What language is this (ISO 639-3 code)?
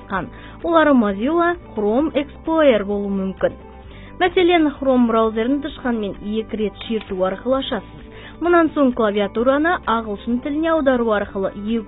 kaz